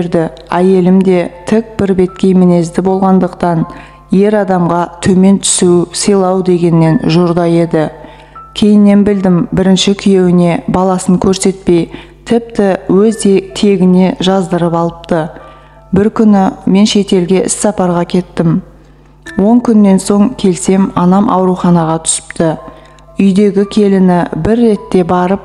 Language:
Kazakh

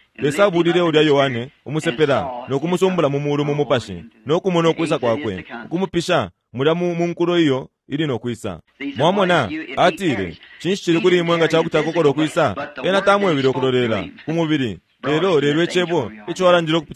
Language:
Bemba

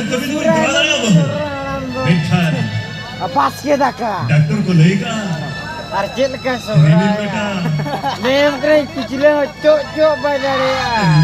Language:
Santali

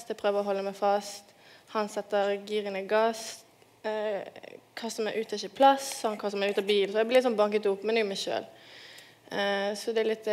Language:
Norwegian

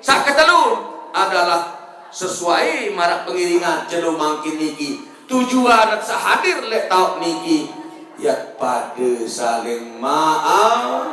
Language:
Sasak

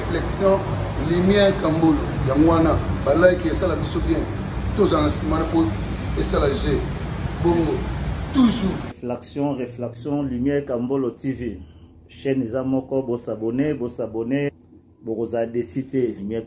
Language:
Lingala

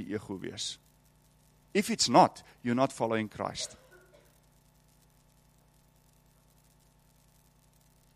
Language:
Afrikaans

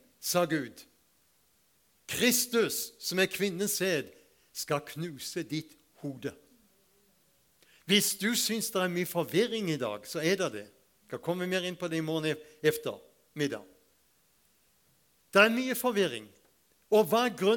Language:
Norwegian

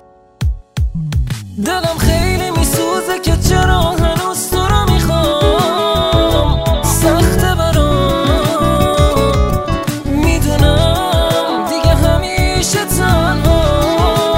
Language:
Persian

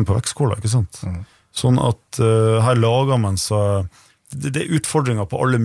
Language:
Norwegian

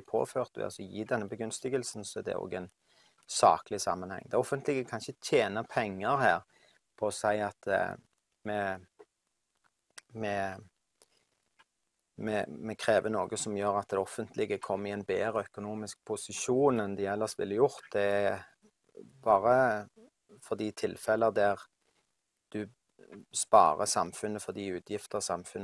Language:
Norwegian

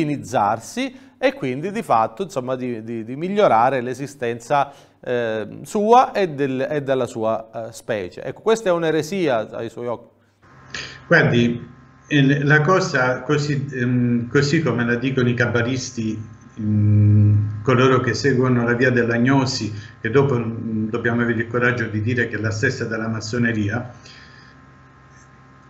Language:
Italian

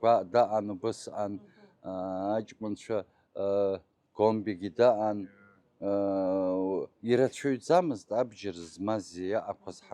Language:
Abkhazian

